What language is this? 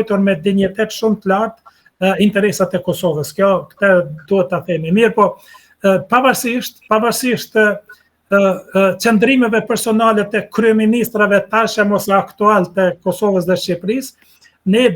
Albanian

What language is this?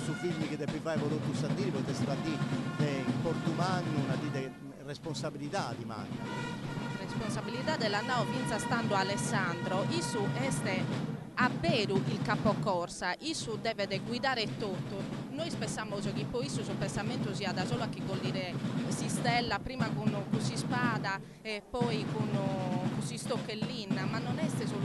Sardinian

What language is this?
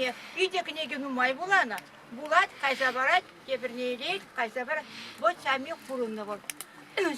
Chuvash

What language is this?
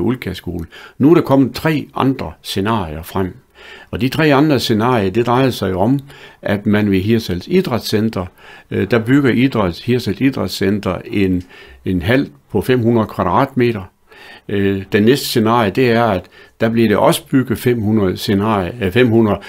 Danish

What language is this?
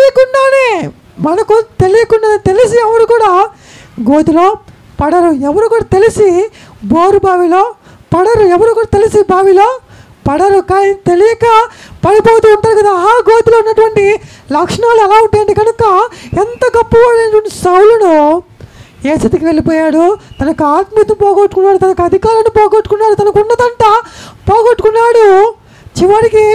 Telugu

